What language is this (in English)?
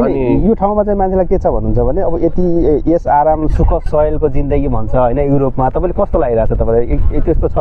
Nepali